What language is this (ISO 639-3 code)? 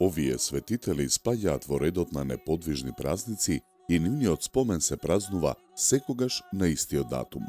mkd